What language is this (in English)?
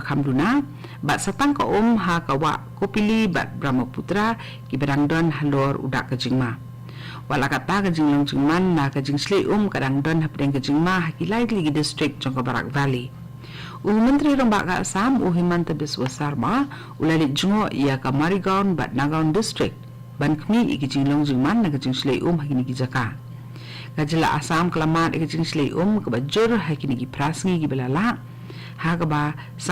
Khasi